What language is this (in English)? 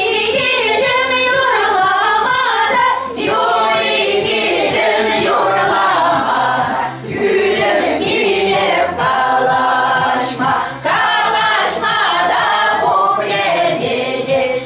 Chuvash